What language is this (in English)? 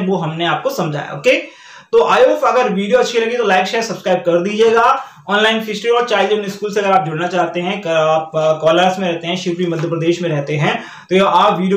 Hindi